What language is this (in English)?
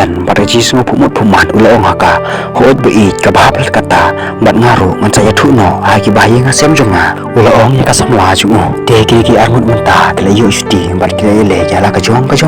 Khasi